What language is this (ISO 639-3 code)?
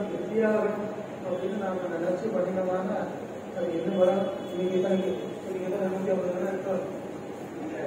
tam